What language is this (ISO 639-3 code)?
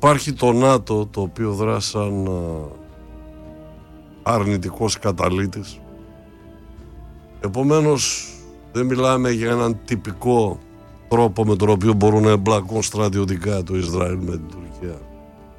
ell